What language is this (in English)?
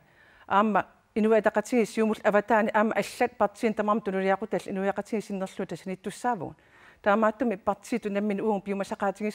Kalaallisut